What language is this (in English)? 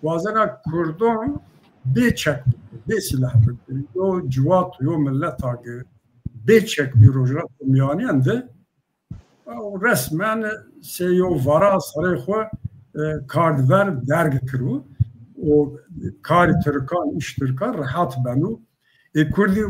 Zaza